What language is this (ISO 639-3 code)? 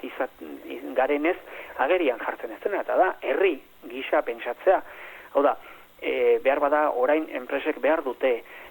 eus